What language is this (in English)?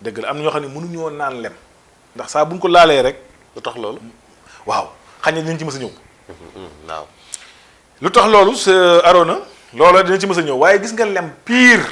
Wolof